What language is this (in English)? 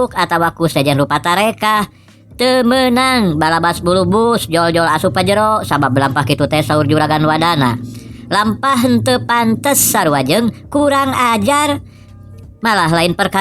Sundanese